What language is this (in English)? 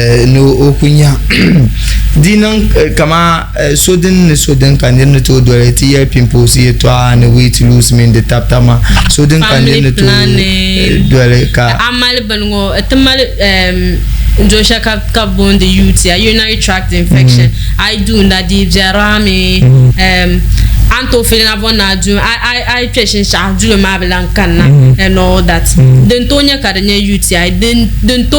Dagbani